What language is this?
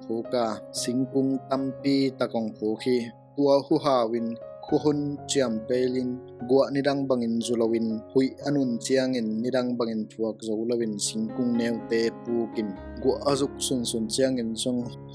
Tedim Chin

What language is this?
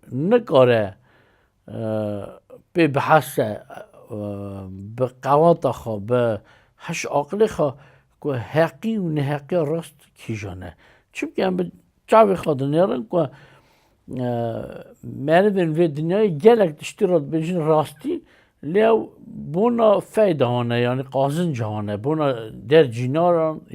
Kurdish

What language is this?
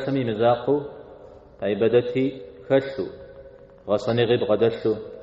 Kabardian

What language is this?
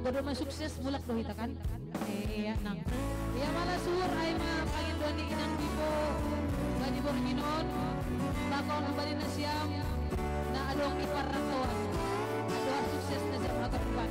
Batak Simalungun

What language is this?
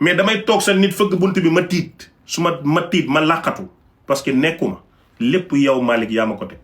Wolof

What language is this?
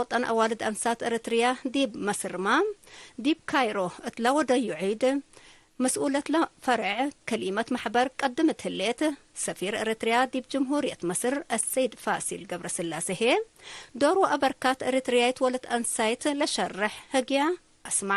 Tigre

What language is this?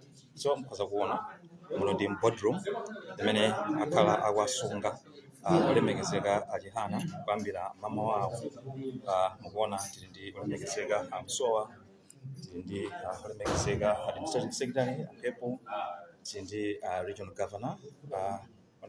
Nyanja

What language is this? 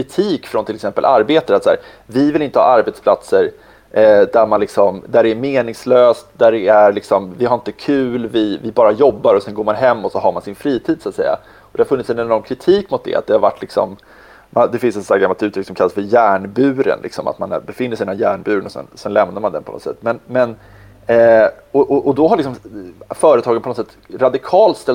Swedish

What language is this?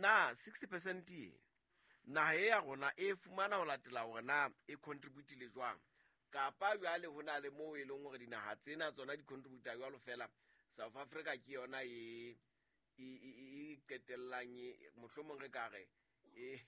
Southern Sotho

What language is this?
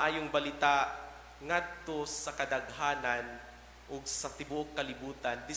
Cebuano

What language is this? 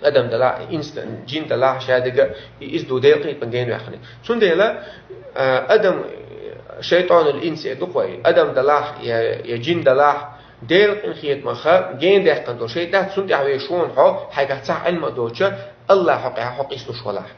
Chechen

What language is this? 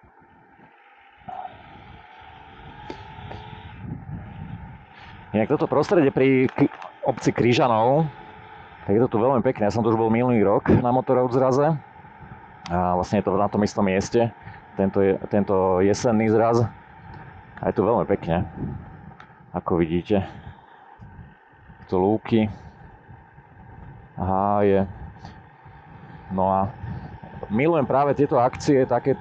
Slovak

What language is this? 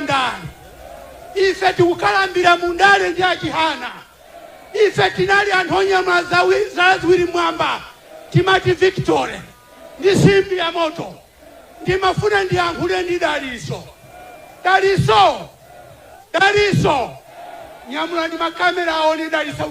Nyanja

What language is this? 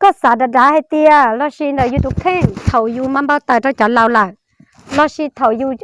Hmong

